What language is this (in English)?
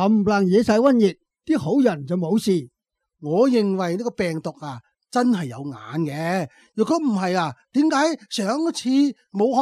Cantonese